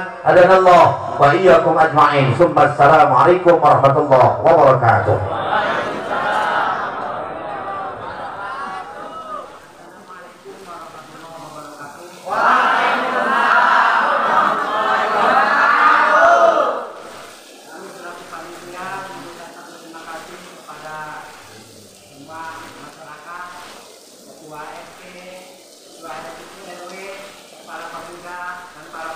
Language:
Indonesian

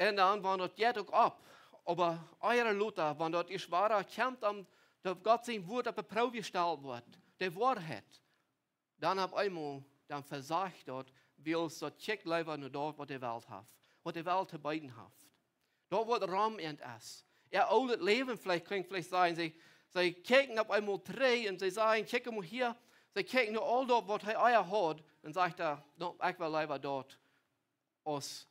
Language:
Plautdietsch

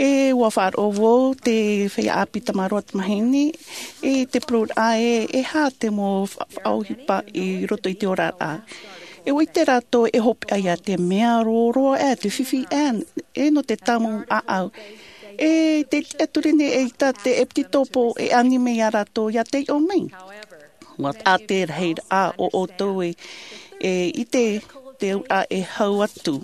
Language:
Tahitian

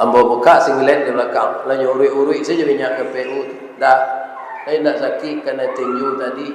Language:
Minangkabau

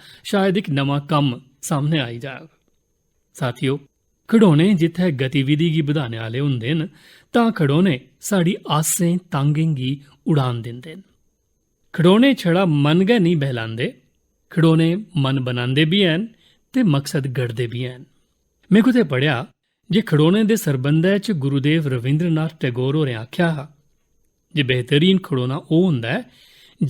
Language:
Dogri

